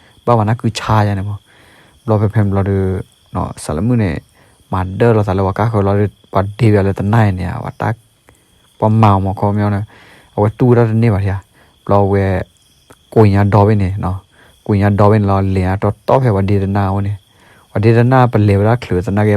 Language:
S'gaw Karen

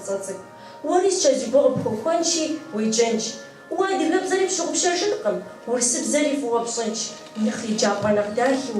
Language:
Kabardian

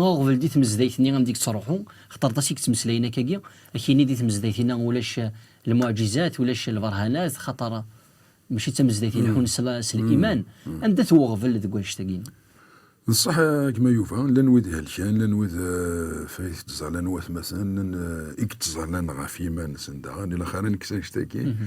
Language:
Kabyle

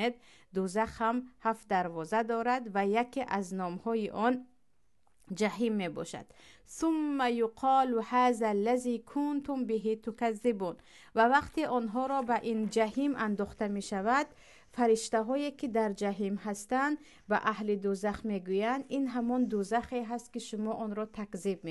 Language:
Tajik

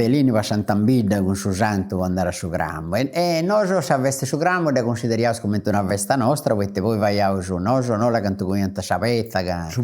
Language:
Sardinian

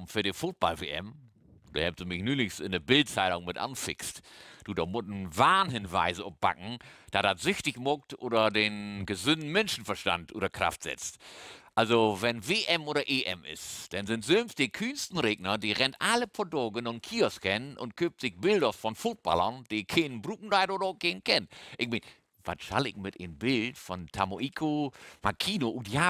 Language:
Low German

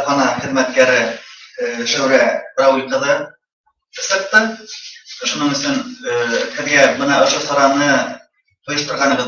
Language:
Bashkir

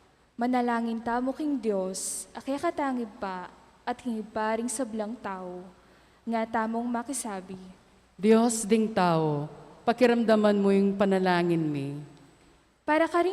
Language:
Pampanga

